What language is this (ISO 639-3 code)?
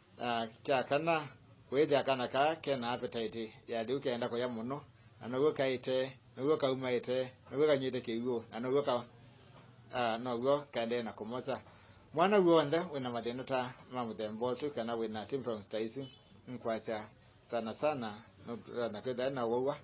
kam